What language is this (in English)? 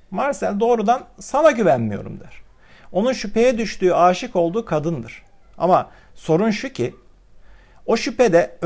Turkish